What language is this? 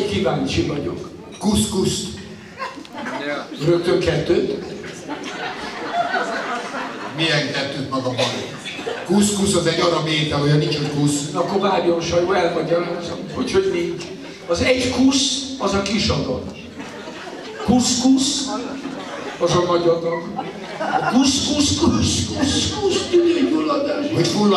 Hungarian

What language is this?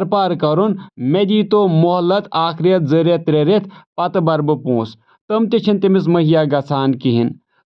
Kashmiri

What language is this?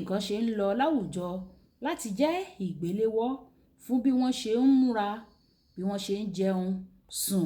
Yoruba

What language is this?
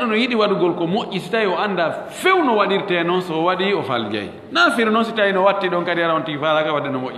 Fula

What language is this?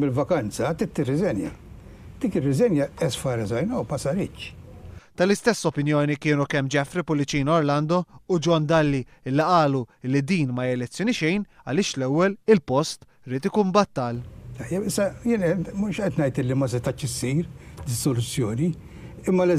Maltese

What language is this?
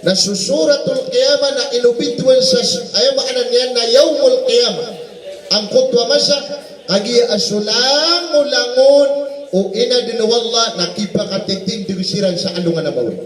Maranao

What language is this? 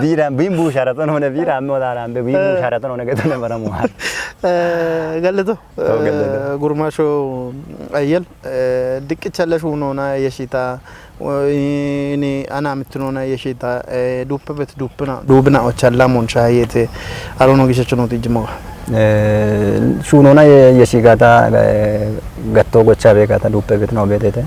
Kafa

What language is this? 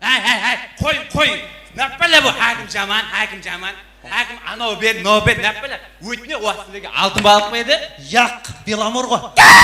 Kara-Kalpak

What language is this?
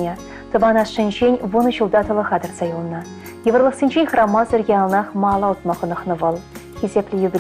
Chuvash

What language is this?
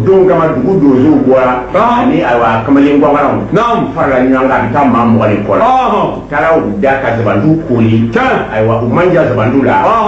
Bambara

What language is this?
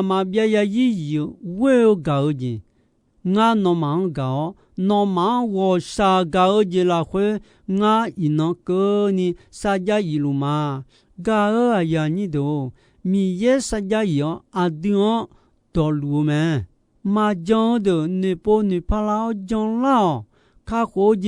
Akha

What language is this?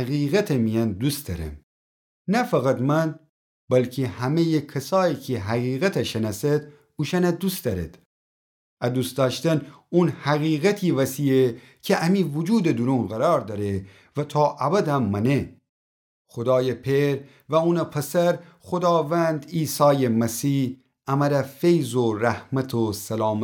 Gilaki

